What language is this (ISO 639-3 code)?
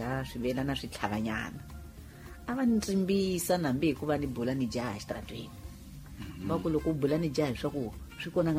tso